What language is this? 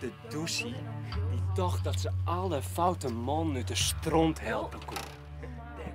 Western Frisian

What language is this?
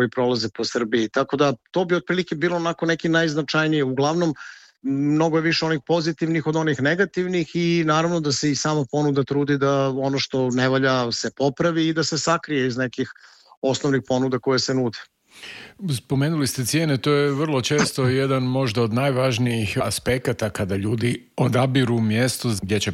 Serbian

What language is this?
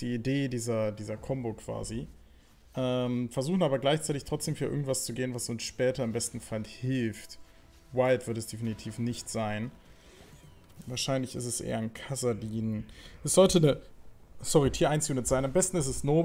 German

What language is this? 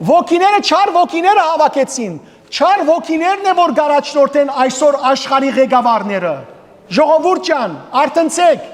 Western Armenian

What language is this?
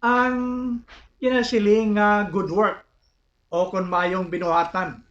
Hiligaynon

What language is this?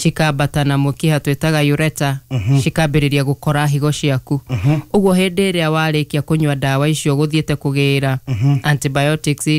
Kikuyu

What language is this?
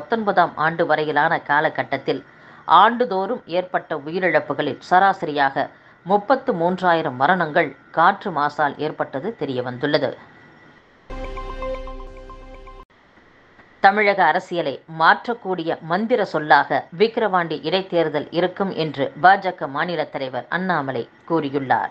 Tamil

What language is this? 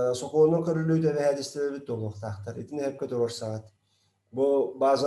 Yakut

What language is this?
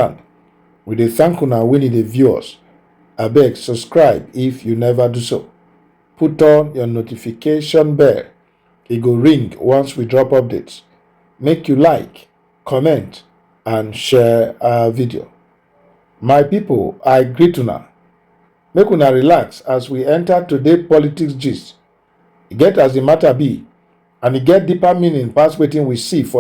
Nigerian Pidgin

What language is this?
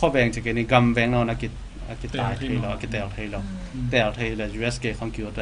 Tedim Chin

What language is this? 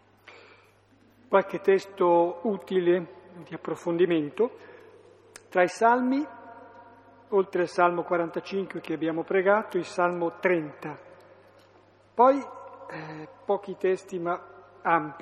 Italian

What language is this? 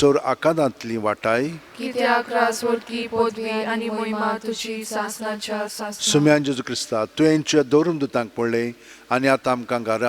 Konkani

